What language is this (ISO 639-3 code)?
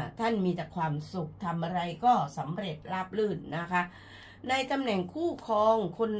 tha